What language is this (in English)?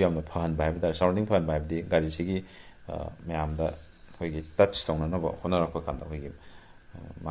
Manipuri